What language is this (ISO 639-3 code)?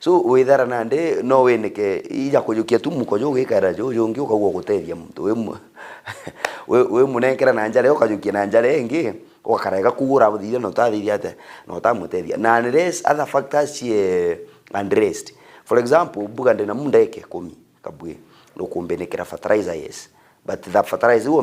mer